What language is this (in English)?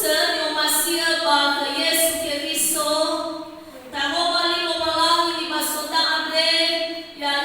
Nias